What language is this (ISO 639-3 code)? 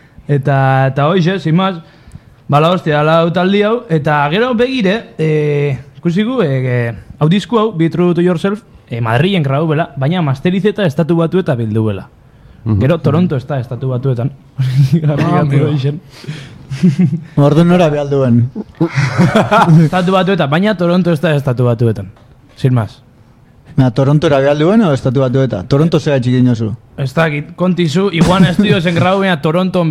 eus